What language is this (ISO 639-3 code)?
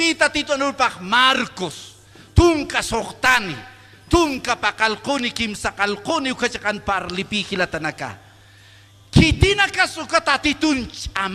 aym